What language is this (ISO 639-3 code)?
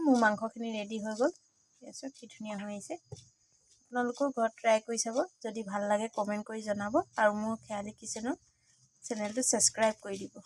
asm